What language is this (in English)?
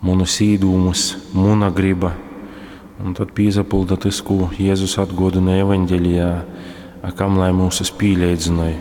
Latgalian